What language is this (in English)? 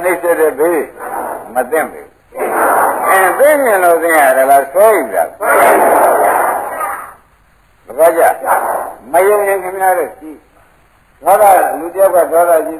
Burmese